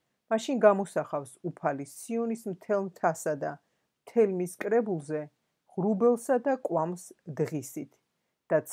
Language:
Georgian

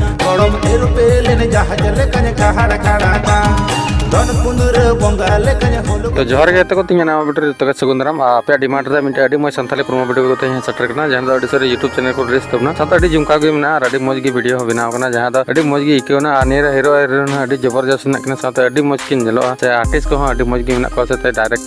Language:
Santali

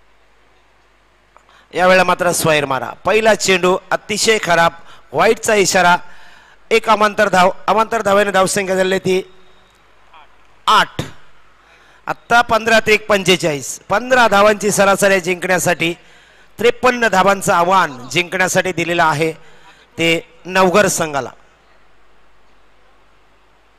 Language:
Marathi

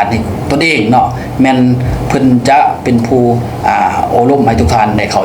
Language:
Lao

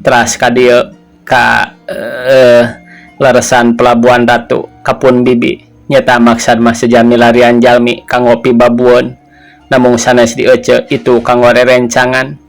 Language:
Sundanese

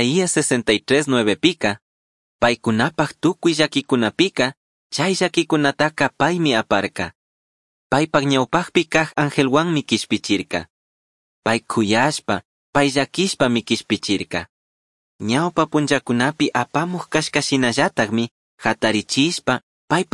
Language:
Chimborazo Highland Quichua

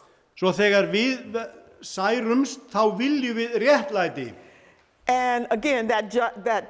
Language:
Icelandic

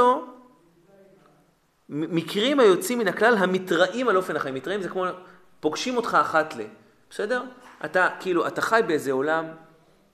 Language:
Hebrew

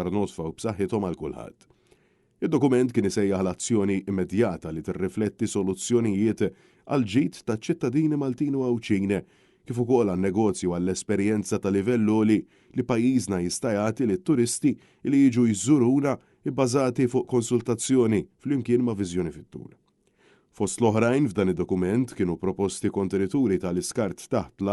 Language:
Maltese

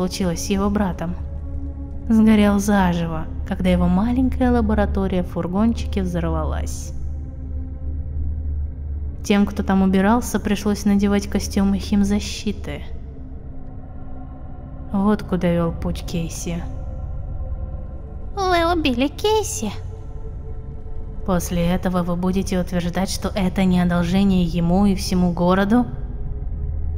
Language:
Russian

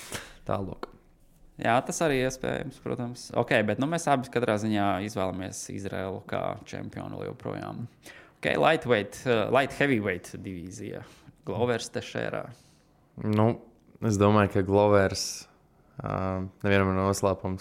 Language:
Latvian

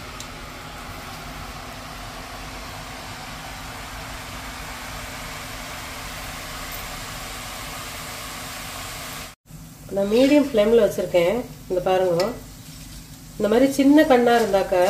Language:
Tamil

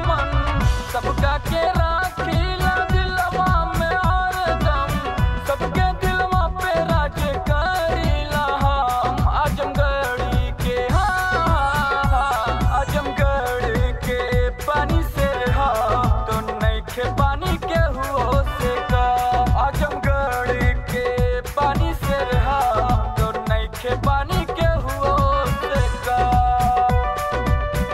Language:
Bhojpuri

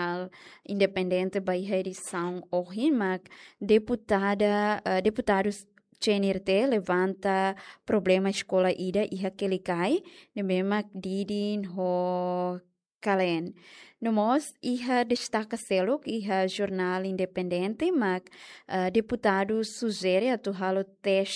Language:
Tetum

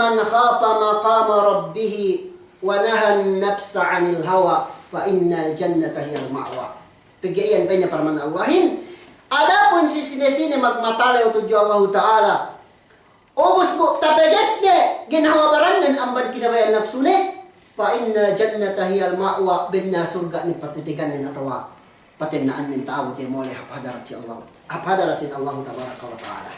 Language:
Yakan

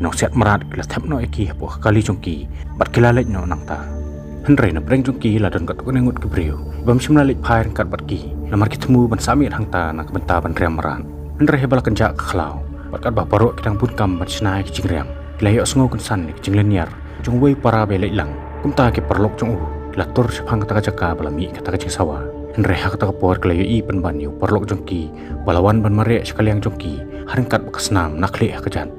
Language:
Khasi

